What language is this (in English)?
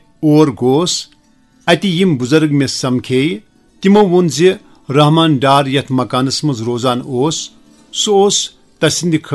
Kashmiri